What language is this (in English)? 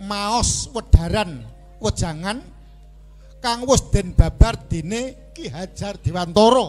Javanese